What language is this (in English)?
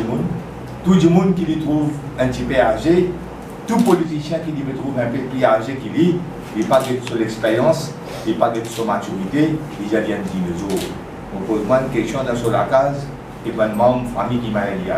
Morisyen